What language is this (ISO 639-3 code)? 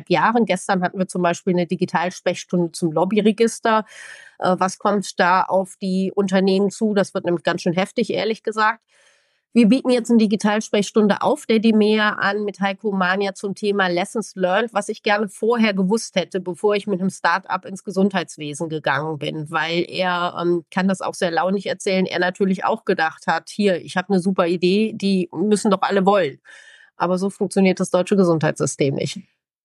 deu